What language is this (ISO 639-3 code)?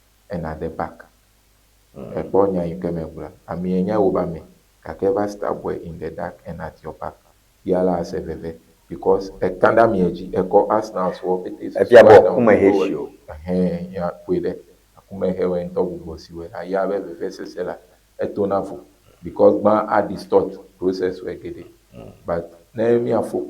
ewe